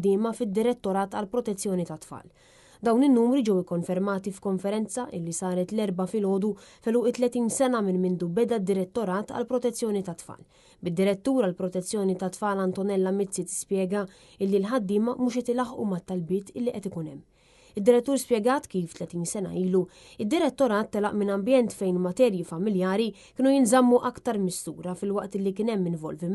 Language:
Maltese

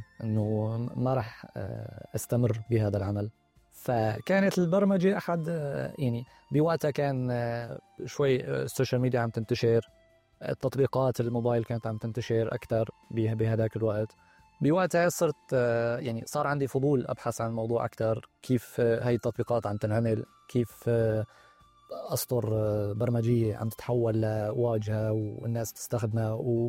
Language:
North Levantine Arabic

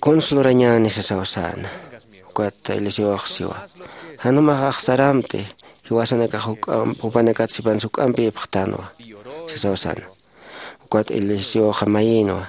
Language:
Aymara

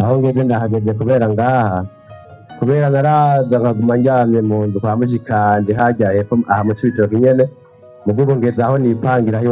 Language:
Rundi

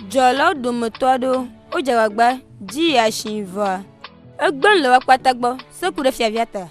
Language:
Ewe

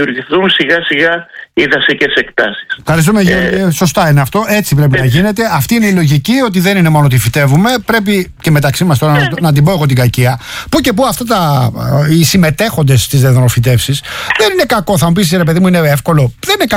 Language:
Greek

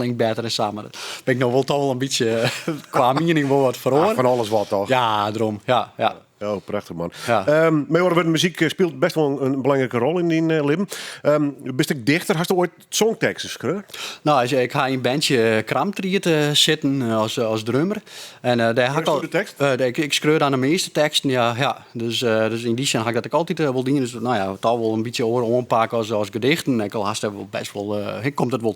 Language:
Western Frisian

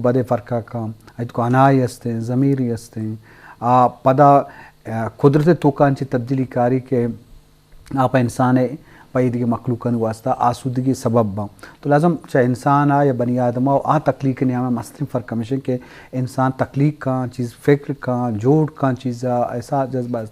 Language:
Eastern Balochi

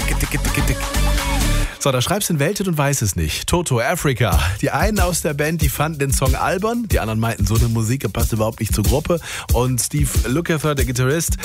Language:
German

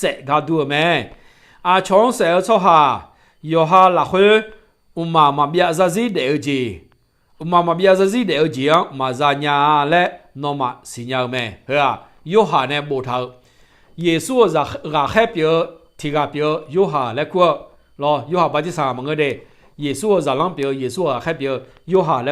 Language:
Akha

